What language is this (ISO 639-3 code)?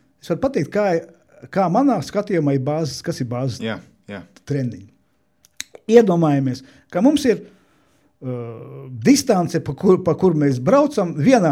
lav